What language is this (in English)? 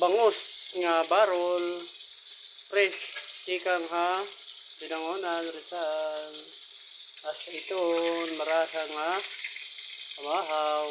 Waray